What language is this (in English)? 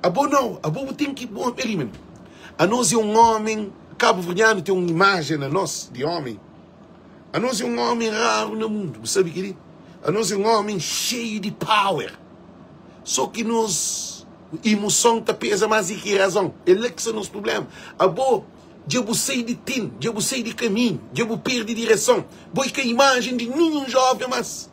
Kabuverdianu